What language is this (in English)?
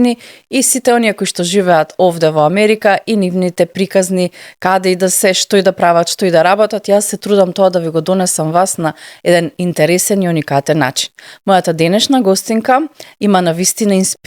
Macedonian